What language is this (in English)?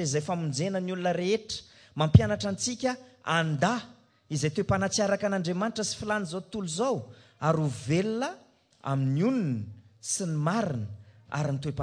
Malagasy